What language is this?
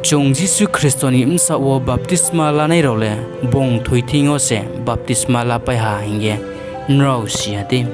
Riang (India)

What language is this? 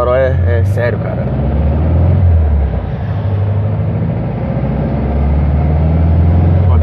Portuguese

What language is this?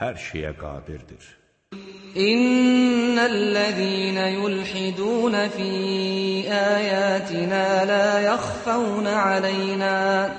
Azerbaijani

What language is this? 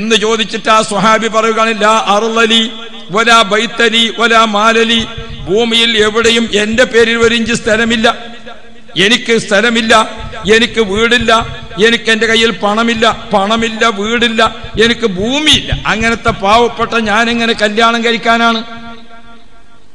Malayalam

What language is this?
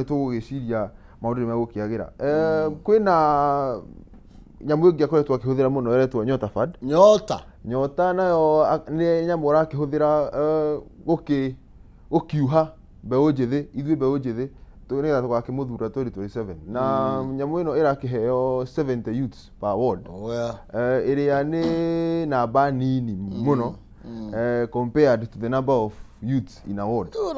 Kikuyu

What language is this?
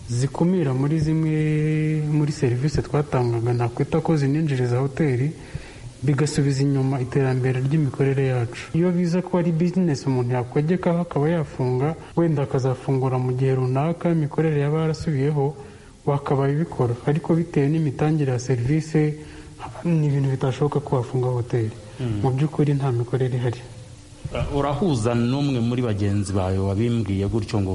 Kinyarwanda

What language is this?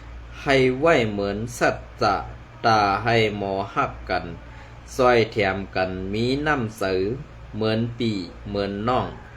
Shan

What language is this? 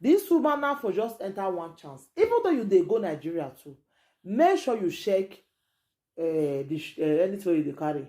Nigerian Pidgin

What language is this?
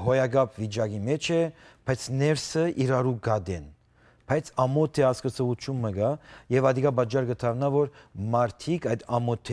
Western Armenian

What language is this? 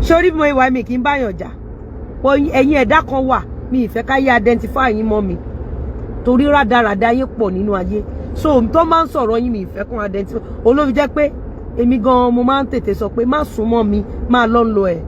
Yoruba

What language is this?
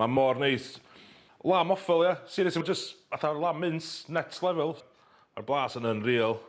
Welsh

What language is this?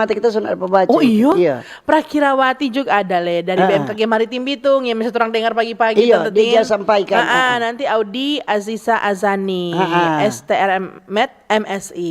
Manado Malay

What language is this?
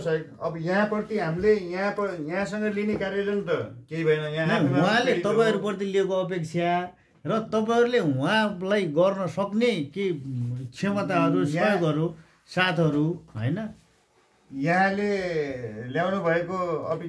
Nepali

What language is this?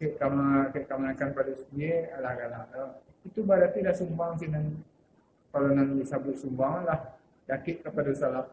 Minangkabau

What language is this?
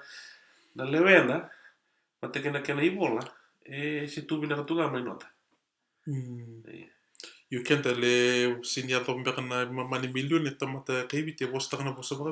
Fijian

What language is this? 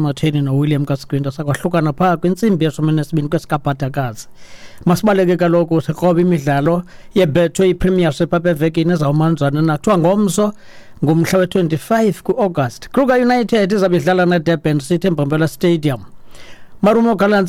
Xhosa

